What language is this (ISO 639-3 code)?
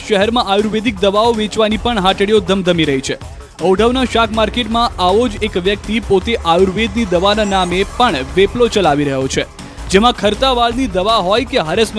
guj